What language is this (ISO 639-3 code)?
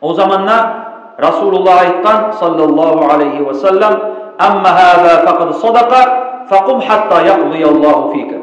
kum